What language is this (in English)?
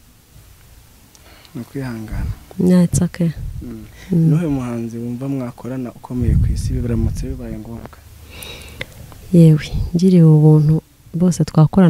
Kinyarwanda